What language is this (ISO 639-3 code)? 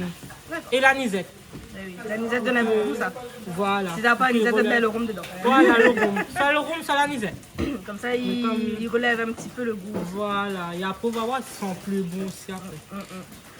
rcf